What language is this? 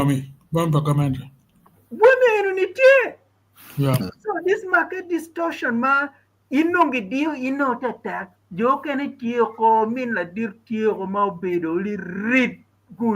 Acoli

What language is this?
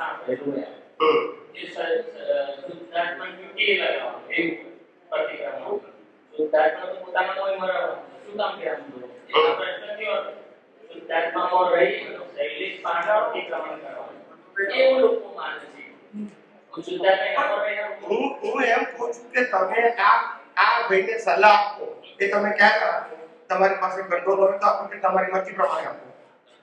Gujarati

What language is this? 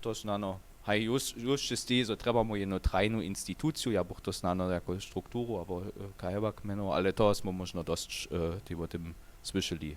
Upper Sorbian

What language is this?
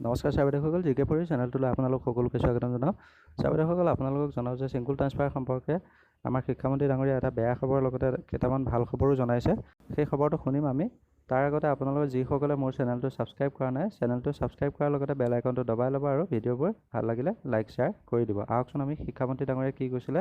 Assamese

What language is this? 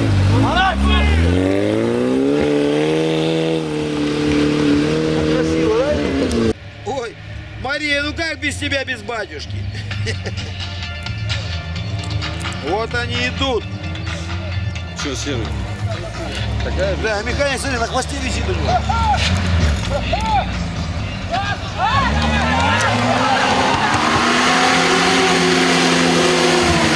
Russian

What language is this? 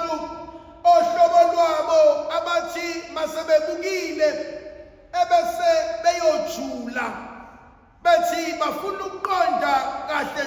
Zulu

